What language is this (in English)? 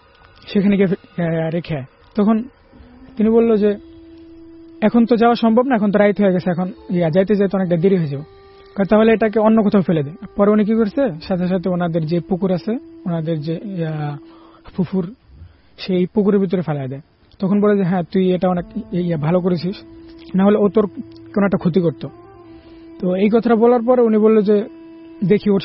Bangla